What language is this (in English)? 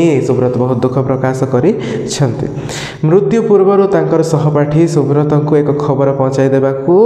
Odia